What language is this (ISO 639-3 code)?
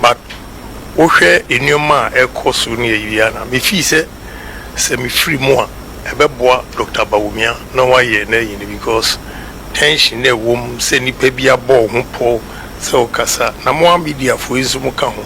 aka